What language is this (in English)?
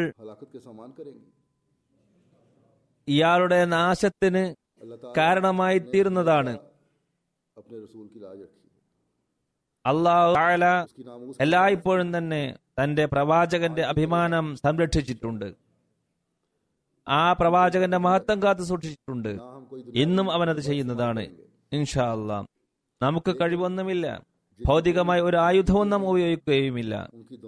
Malayalam